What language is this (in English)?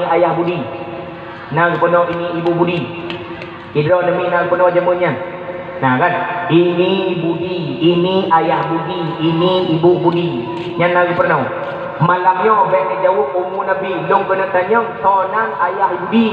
Achinese